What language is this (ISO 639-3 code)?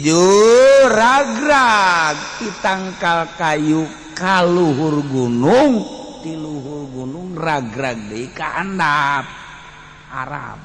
sun